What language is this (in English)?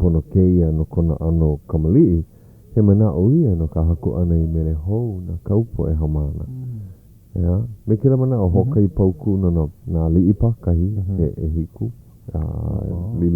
Hawaiian